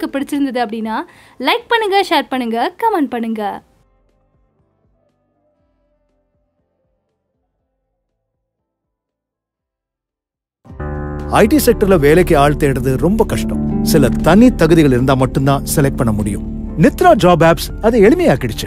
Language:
Tamil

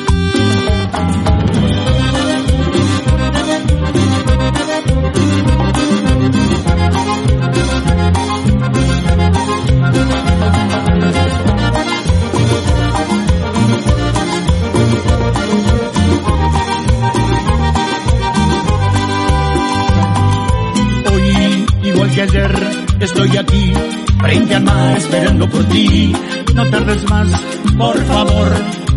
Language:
Spanish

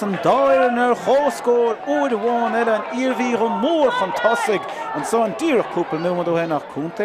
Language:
Irish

